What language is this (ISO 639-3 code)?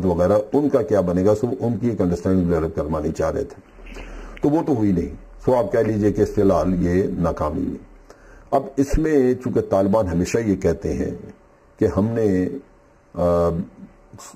urd